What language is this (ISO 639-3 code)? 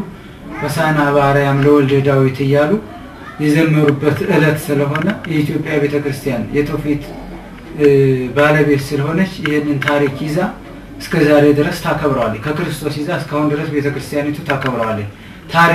amh